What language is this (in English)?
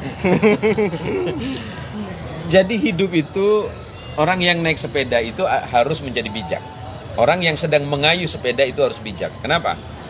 Indonesian